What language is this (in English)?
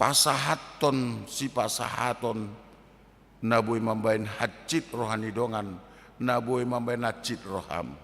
Batak Toba